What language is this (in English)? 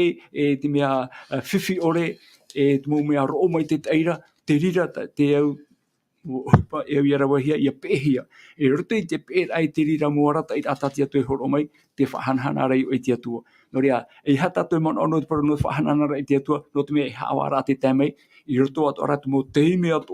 Tahitian